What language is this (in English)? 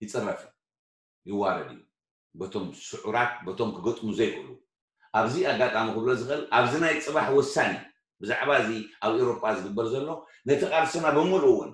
Tigrinya